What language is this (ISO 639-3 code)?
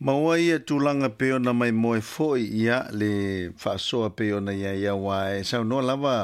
smo